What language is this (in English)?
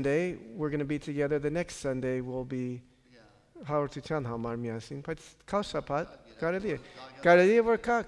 Armenian